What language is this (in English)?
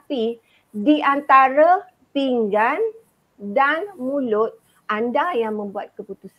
Malay